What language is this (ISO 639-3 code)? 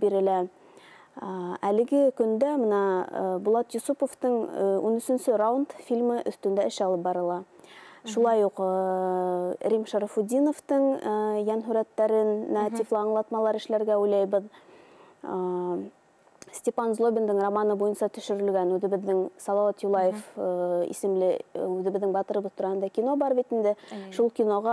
bak